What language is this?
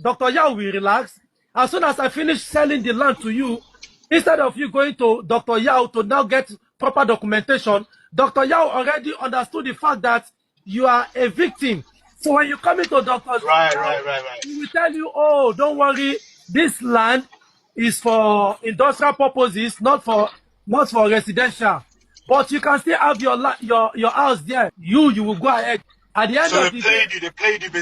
Igbo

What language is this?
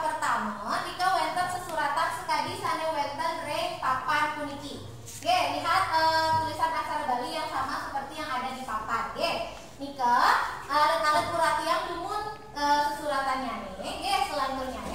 Balinese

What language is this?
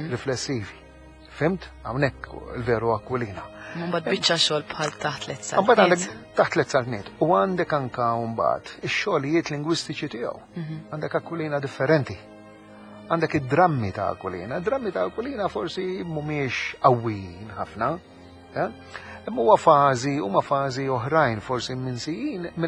Maltese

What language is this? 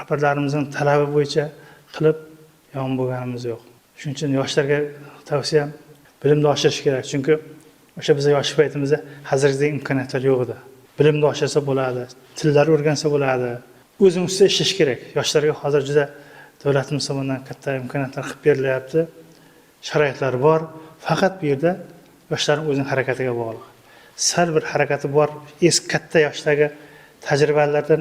Uzbek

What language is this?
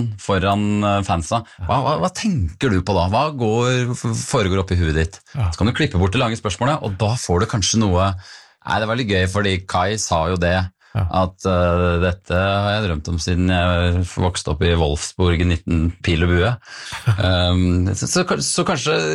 Norwegian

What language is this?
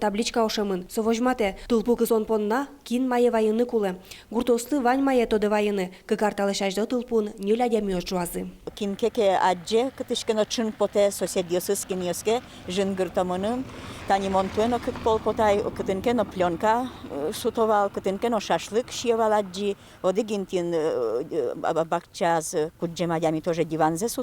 Udmurt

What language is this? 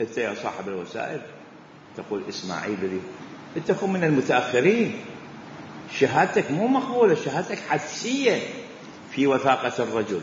Mesopotamian Arabic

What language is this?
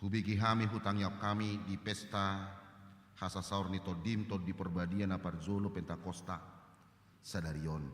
Batak Toba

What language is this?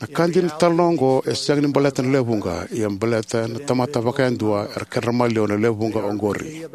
Fijian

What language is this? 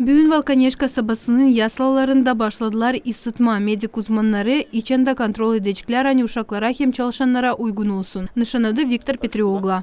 Gagauz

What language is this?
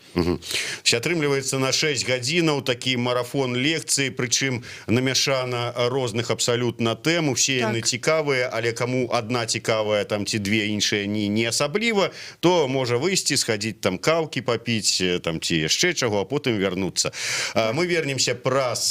Belarusian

